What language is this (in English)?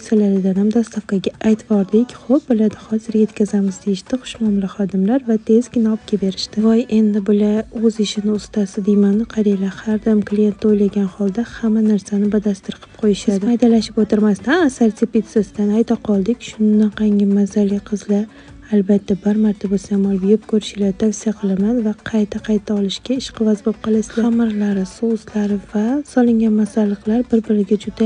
Uzbek